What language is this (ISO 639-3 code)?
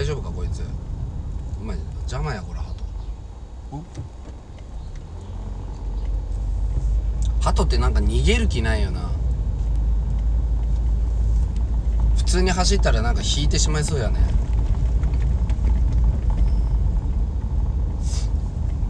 jpn